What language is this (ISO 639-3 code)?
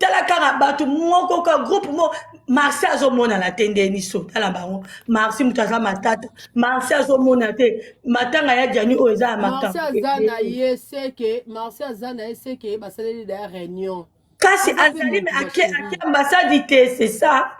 lin